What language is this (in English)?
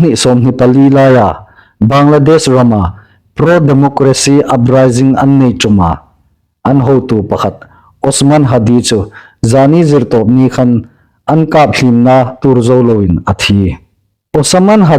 Hmar